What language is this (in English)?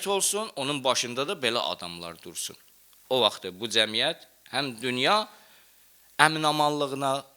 Azerbaijani